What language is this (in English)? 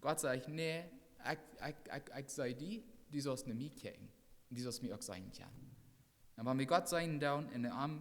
Plautdietsch